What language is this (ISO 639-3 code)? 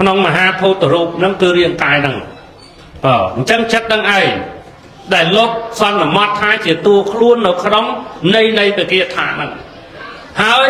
khm